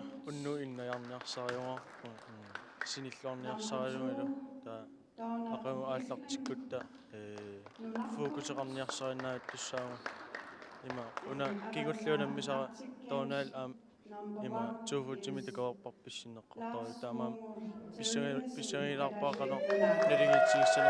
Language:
Kalaallisut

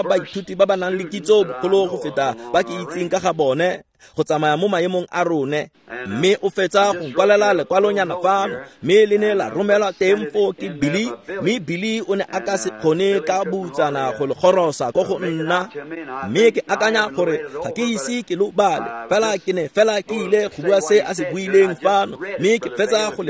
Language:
Tswana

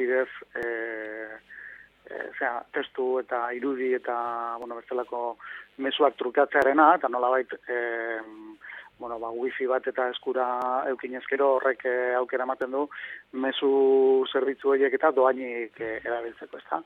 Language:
Basque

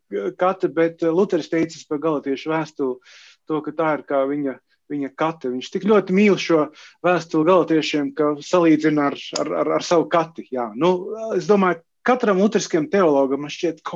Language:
Latvian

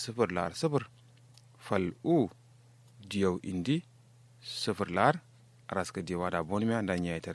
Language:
Kanuri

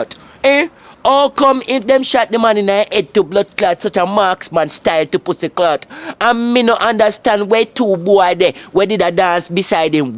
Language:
Jamaican Creole English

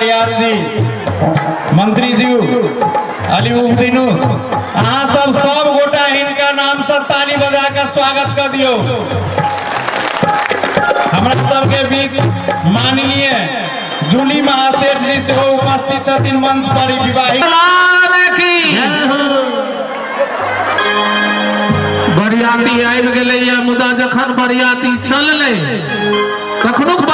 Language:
Maithili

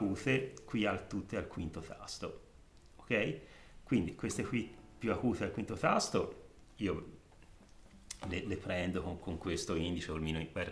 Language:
Italian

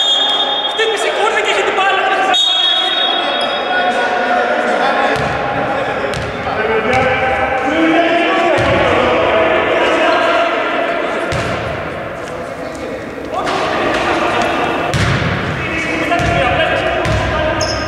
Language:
Greek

